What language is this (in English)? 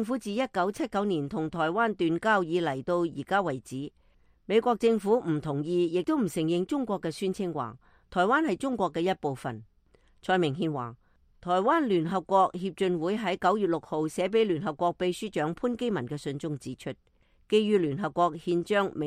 Cantonese